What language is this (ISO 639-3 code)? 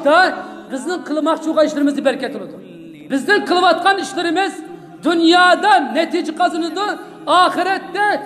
uig